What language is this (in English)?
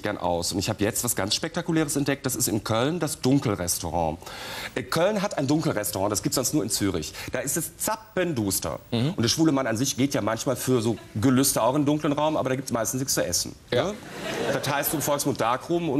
German